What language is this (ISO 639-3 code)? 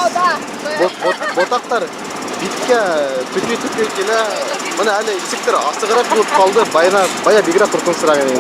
bak